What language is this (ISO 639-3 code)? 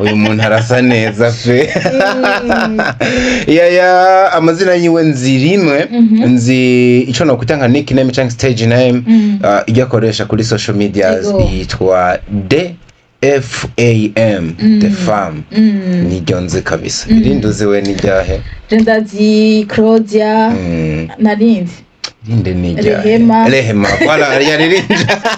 run